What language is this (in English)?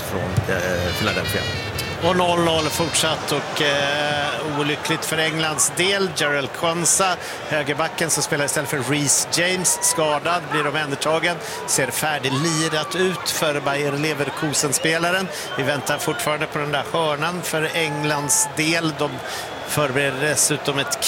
Swedish